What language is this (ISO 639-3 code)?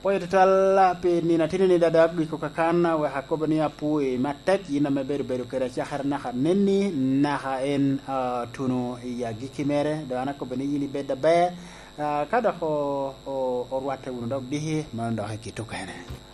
laj